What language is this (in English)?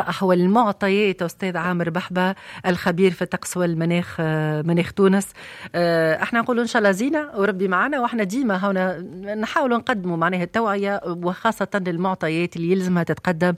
Tunisian Arabic